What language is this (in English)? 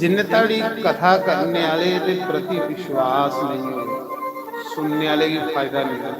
Dogri